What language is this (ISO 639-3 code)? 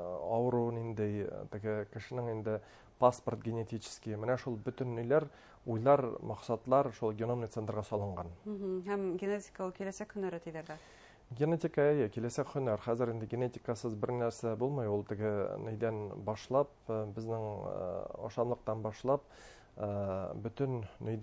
bak